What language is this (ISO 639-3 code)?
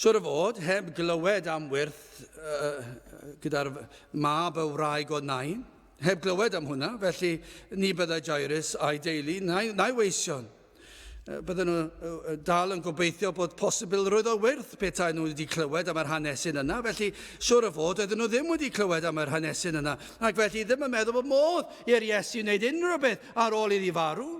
cym